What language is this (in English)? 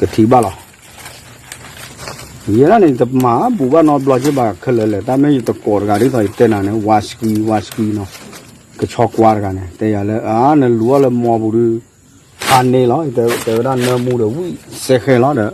S'gaw Karen